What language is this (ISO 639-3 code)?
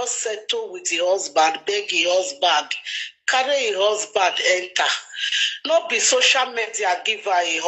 pcm